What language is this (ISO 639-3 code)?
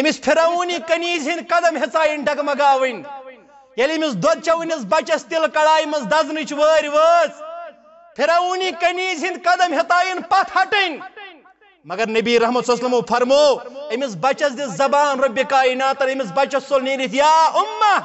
kas